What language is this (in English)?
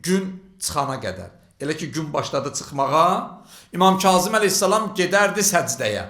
Azerbaijani